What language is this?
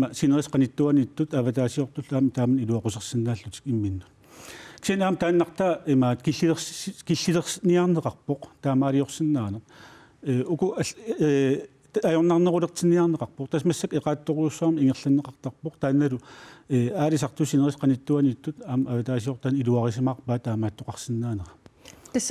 Kalaallisut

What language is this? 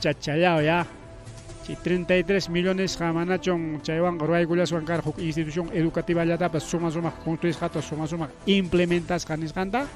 Ayacucho Quechua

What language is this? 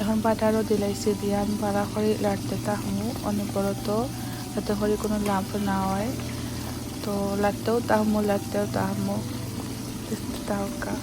Sylheti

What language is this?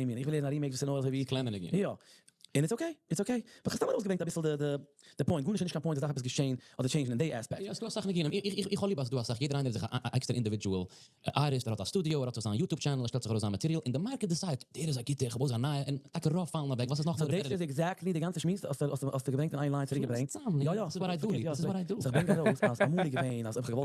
Yiddish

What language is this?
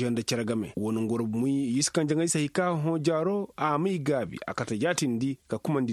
Koyraboro Senni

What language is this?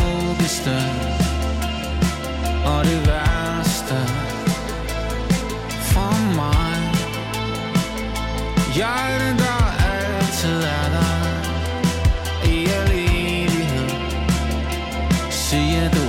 Danish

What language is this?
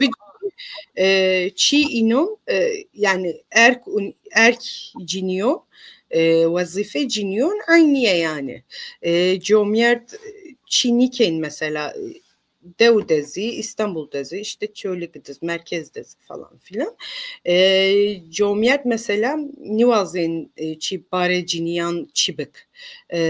Zaza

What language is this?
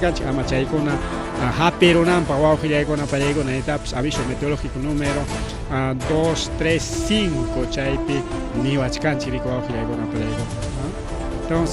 Ayacucho Quechua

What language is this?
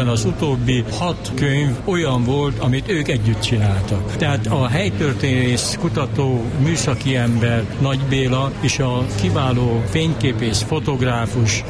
Hungarian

